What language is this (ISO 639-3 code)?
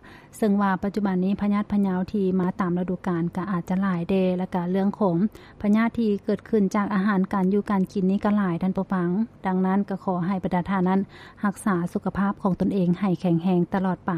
lao